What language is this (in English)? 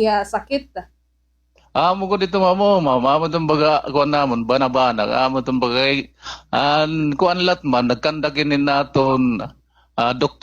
Waray